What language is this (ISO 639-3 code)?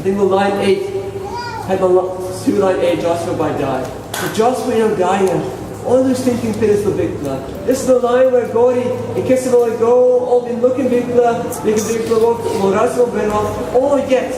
tpi